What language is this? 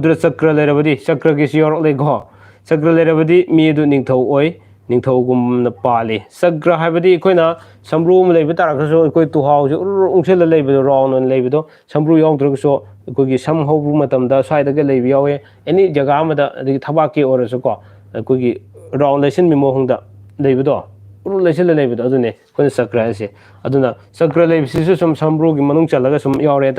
Manipuri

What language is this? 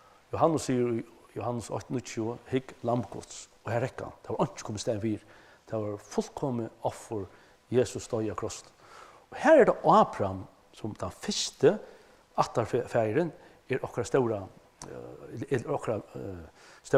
Faroese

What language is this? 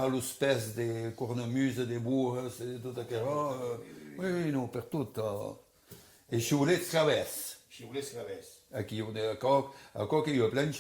Occitan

